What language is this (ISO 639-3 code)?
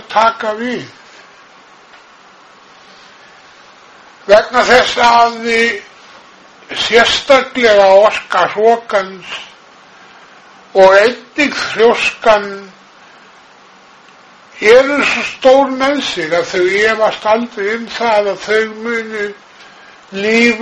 isl